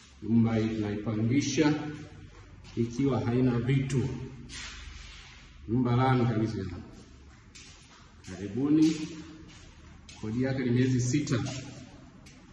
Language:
Swahili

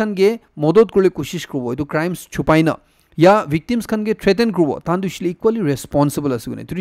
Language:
Naga Pidgin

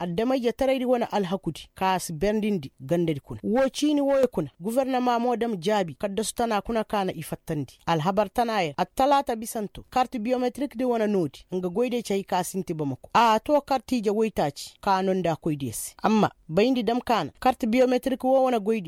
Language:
Koyraboro Senni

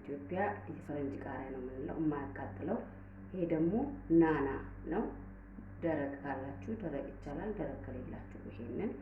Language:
Amharic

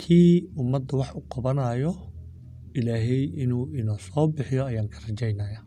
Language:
Somali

